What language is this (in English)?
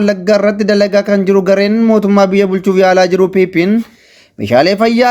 Oromo